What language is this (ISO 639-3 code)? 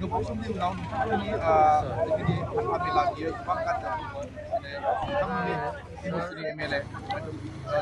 brx